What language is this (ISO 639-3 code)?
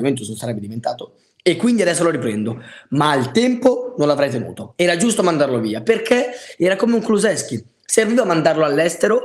ita